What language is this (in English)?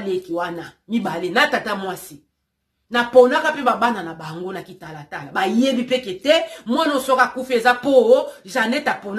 Lingala